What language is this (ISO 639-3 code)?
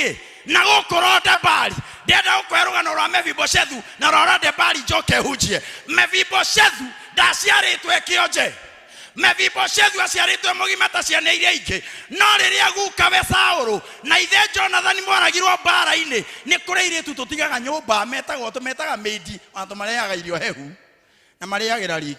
kik